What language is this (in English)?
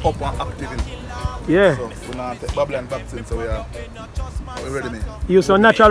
Jamaican Creole English